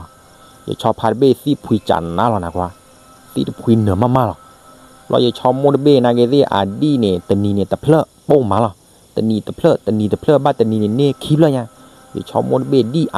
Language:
S'gaw Karen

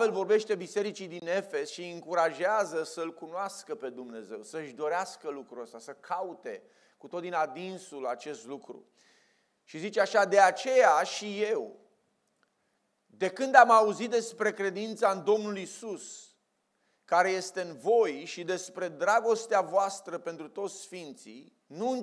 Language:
Romanian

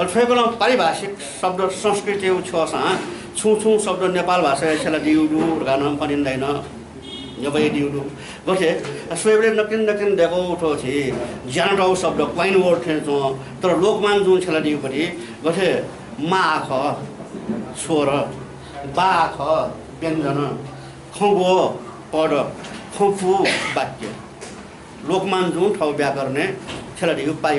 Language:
Newari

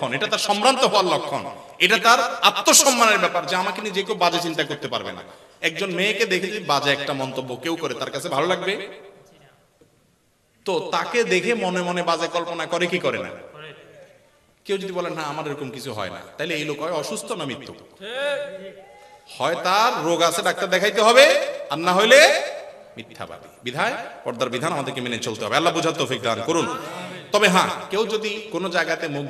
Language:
Bangla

